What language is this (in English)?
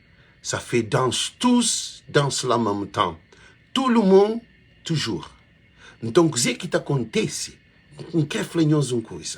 Kabuverdianu